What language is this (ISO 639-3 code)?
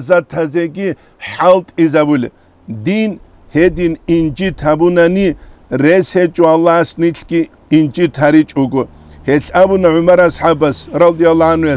ava